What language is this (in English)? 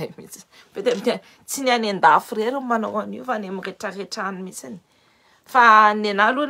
Malagasy